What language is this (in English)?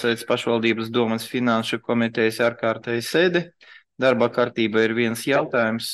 Latvian